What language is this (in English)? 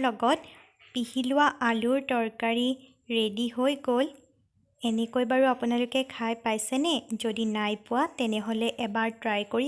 Assamese